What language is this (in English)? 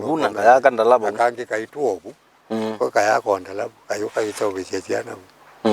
Kamba